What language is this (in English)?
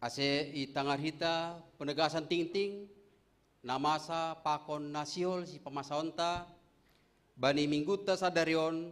Batak Simalungun